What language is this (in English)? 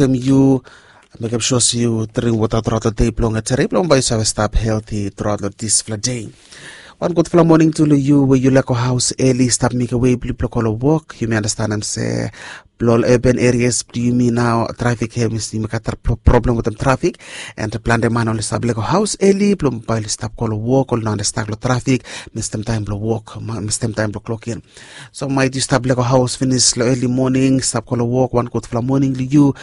Bislama